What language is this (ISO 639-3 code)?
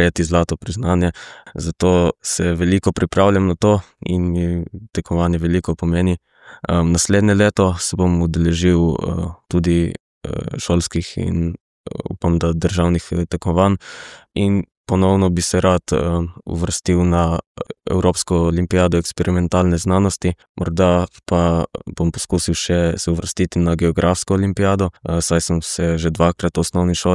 slv